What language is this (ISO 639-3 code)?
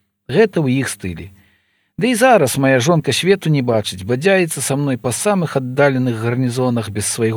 bel